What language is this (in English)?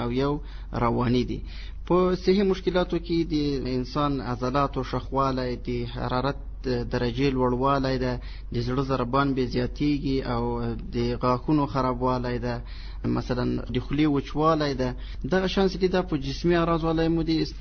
Pashto